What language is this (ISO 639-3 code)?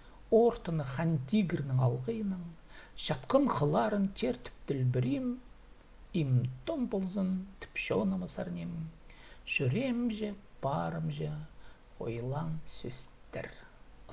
kjh